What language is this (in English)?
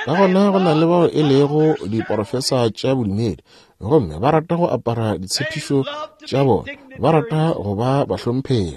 Northern Sotho